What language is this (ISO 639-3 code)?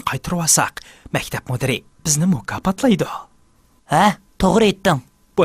uig